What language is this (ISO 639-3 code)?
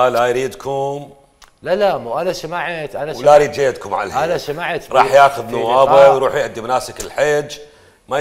acm